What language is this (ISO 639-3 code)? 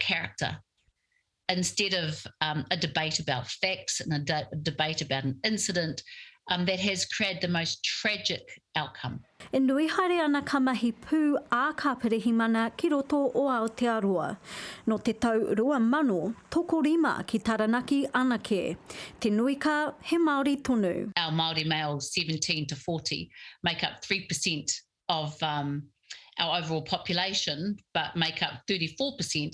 mri